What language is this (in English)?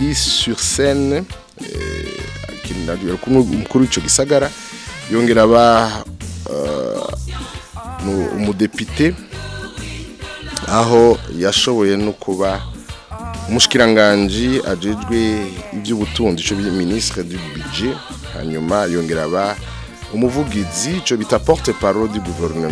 Rundi